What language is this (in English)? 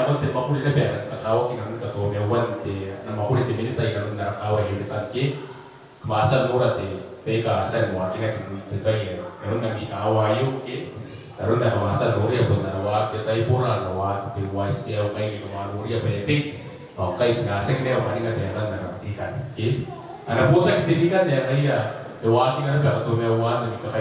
Gilbertese